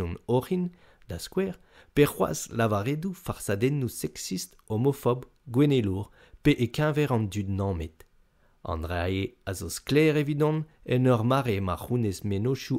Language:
Breton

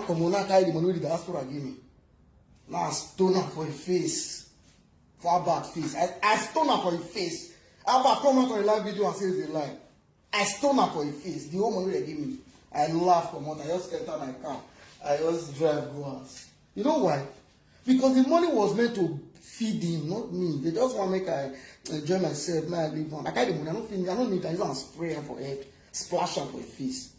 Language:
Nigerian Pidgin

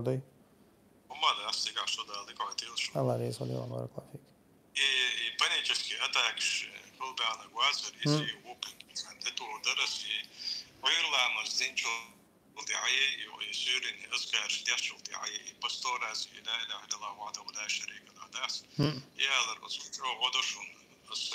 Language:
Chechen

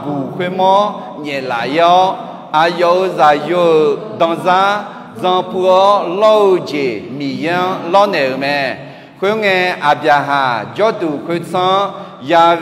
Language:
Akha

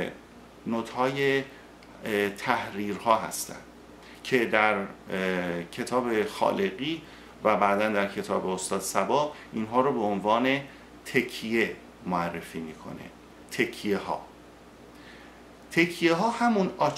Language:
Persian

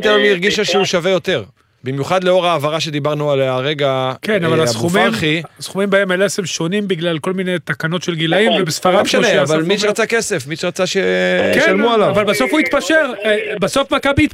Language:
Hebrew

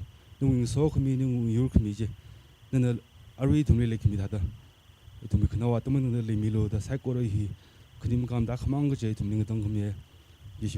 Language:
Tangkhul Naga (India)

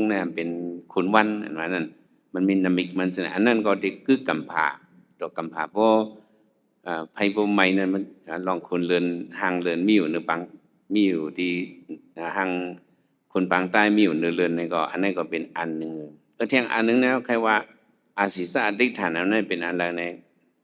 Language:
Shan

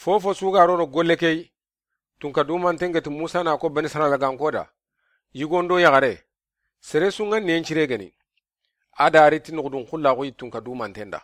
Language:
Soninke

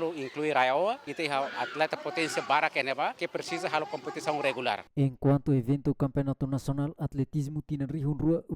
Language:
Tetum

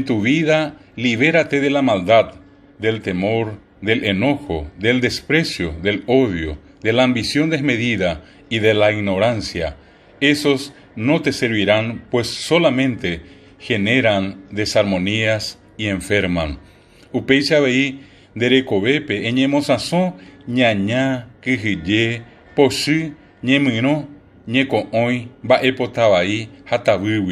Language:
Guarani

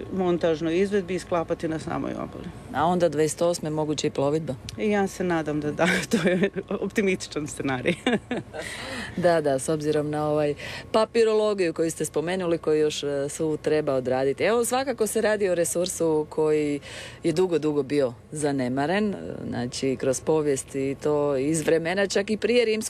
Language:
Croatian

